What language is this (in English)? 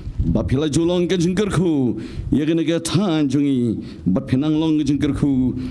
Khasi